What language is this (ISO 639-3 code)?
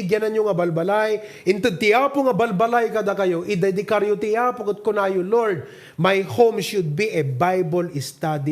ilo